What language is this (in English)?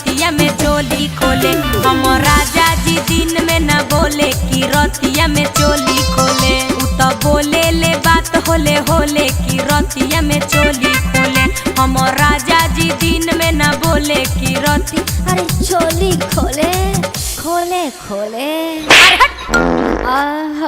Magahi